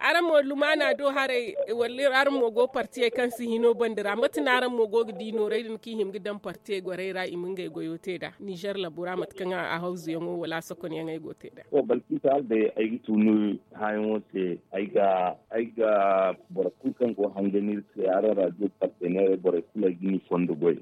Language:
Zarma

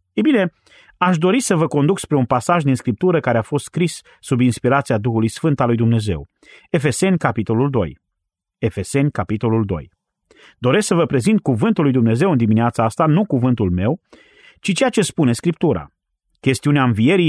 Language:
Romanian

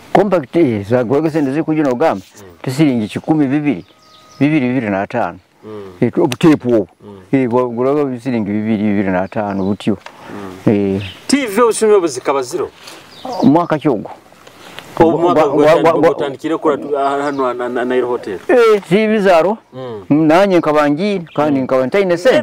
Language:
Nyoro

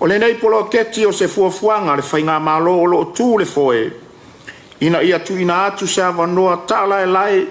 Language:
Samoan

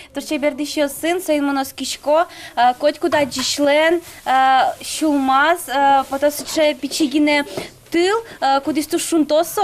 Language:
Udmurt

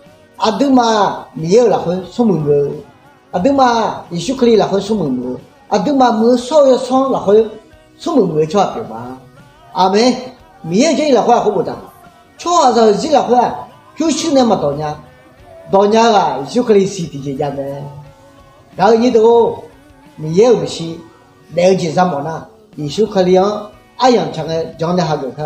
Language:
Akha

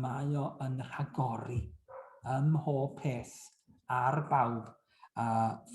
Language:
Welsh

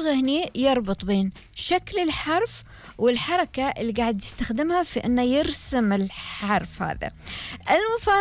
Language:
Gulf Arabic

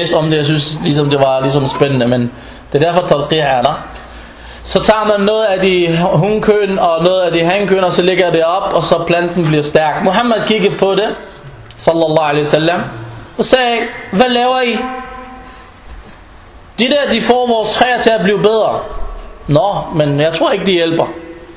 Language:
Danish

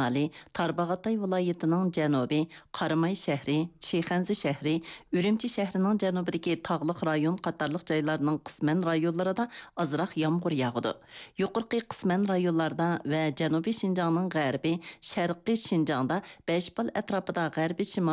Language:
Uyghur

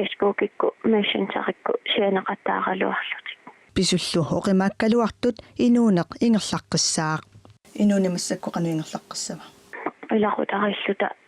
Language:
Kalaallisut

